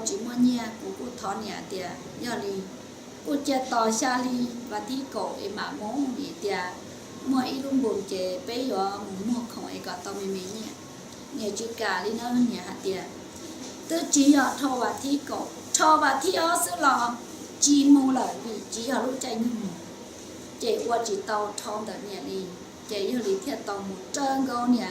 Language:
Hmong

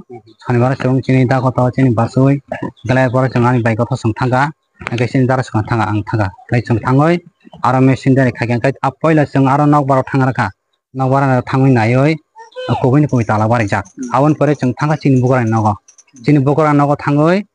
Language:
Riang (India)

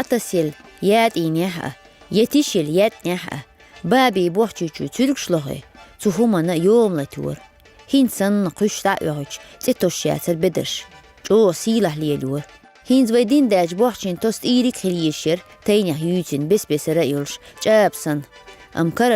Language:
Chechen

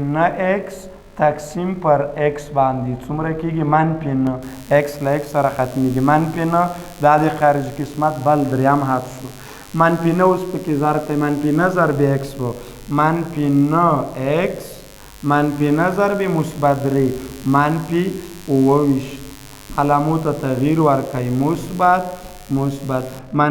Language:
Pashto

